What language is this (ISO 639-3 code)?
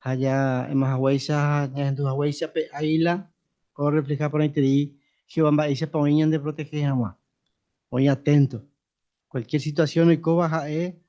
grn